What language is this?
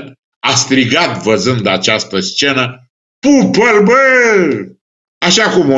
Romanian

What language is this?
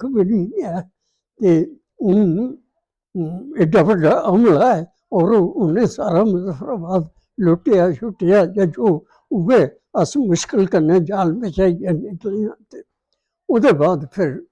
Dogri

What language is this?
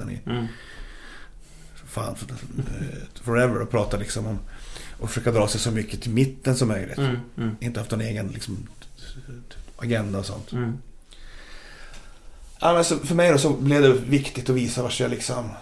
Swedish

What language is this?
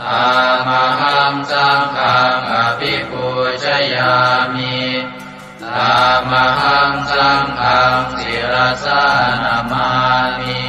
Pali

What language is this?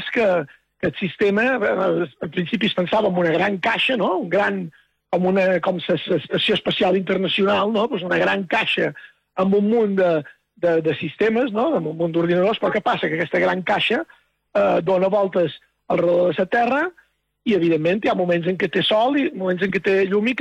Catalan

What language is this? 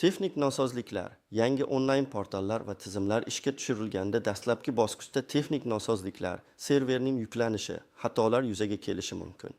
Uzbek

